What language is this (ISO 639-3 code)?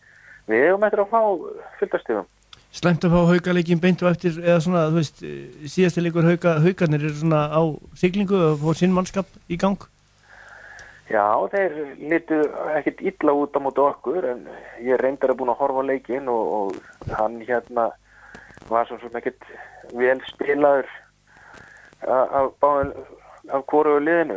isl